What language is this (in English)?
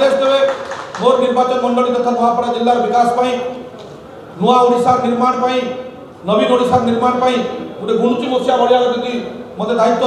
Odia